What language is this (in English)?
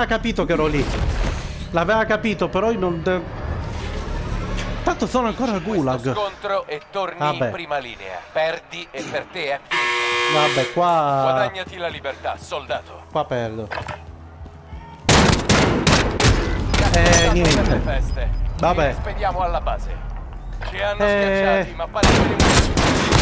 Italian